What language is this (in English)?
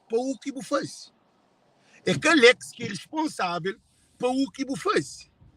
Kabuverdianu